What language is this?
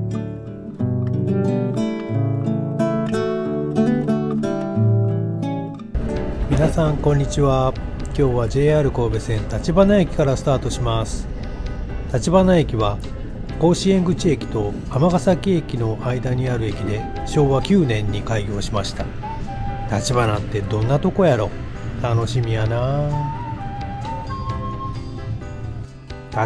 Japanese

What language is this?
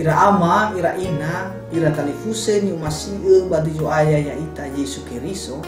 Nias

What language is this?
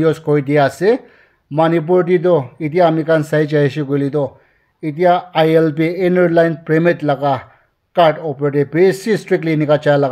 Naga Pidgin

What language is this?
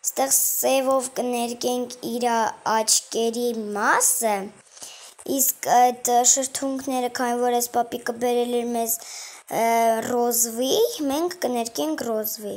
Armenian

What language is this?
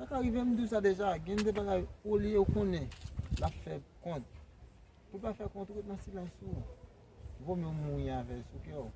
Haitian Creole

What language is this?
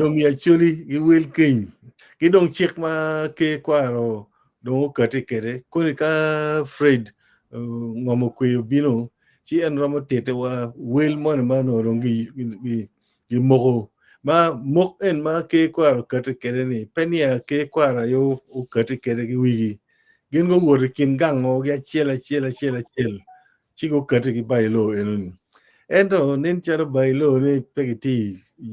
Acoli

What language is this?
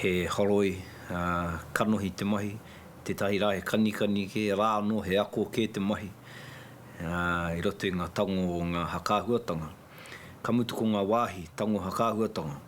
Māori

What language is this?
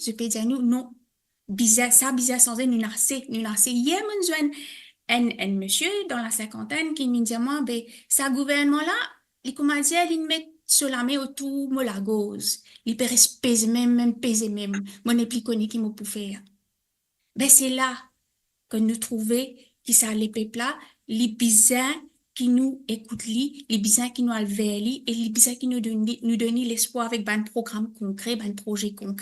Morisyen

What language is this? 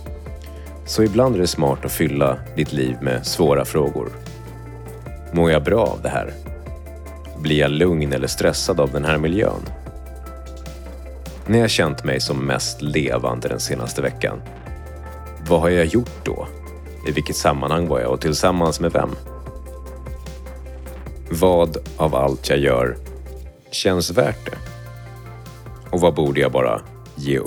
Swedish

